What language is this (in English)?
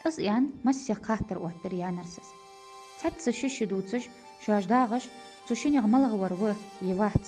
Ingush